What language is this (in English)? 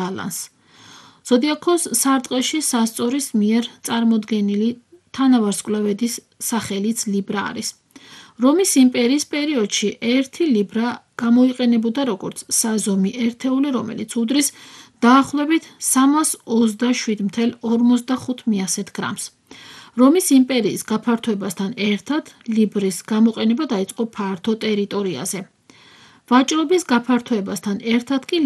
Georgian